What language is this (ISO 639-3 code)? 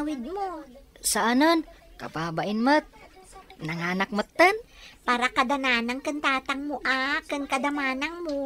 ilo